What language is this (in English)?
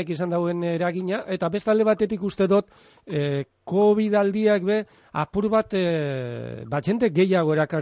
Basque